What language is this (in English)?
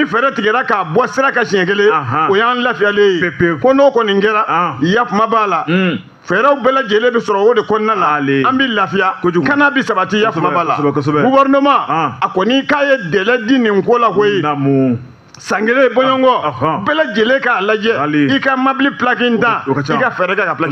Bambara